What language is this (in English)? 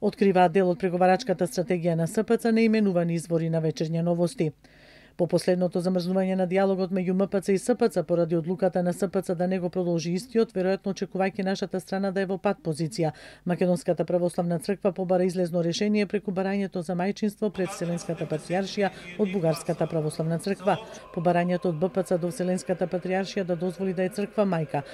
Macedonian